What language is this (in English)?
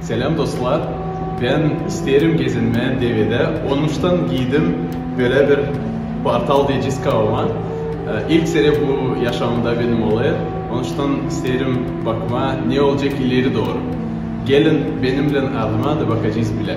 Gagauz